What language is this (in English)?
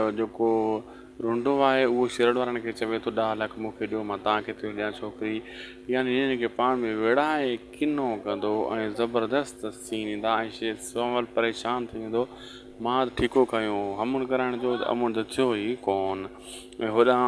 Sindhi